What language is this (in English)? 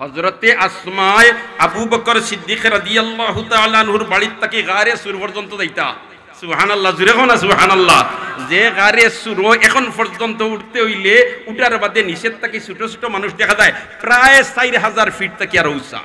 Sylheti